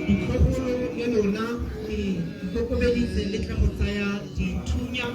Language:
Tswana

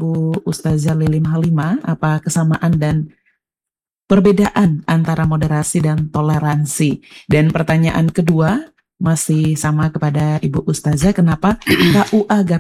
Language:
Indonesian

